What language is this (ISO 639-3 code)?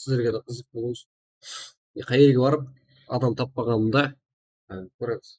kaa